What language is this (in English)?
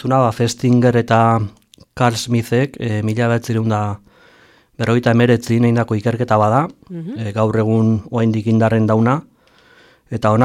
Basque